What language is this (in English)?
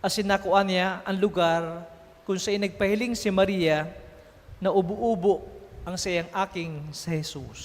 Bikol